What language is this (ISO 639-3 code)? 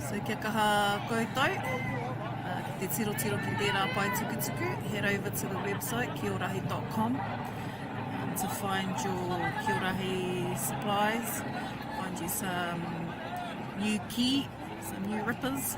mri